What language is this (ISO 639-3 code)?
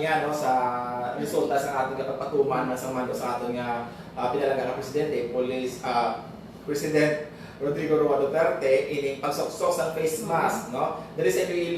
hil